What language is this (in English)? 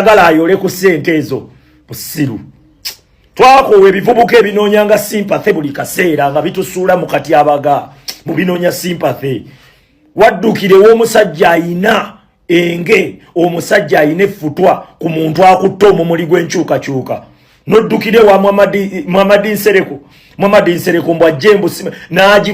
Ganda